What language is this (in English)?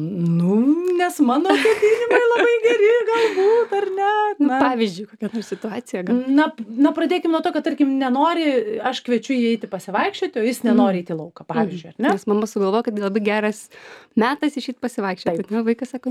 Lithuanian